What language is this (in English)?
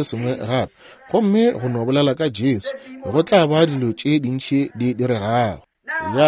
Northern Sotho